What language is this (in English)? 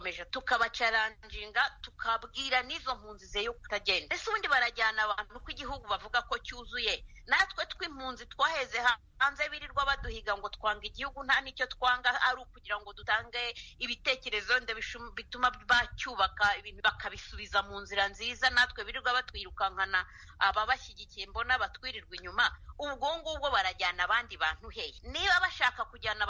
Kinyarwanda